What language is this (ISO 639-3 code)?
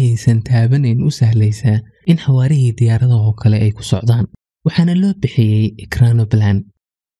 som